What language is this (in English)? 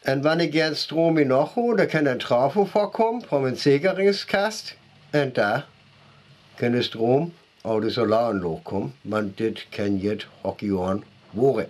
Northern Frisian